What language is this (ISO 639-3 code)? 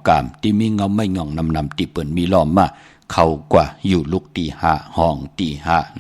shn